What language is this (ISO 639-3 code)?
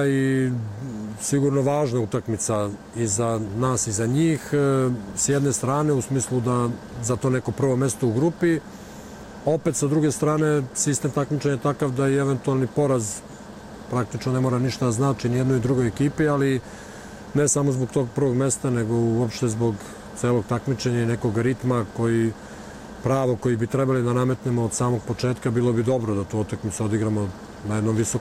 srp